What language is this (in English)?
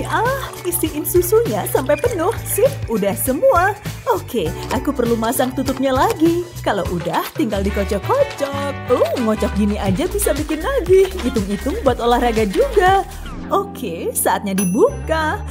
Indonesian